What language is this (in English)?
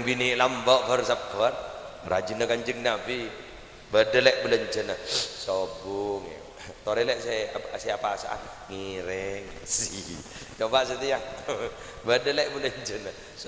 Madurese